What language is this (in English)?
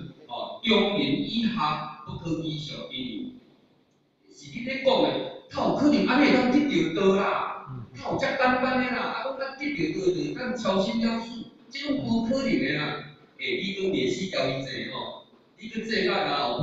Min Nan Chinese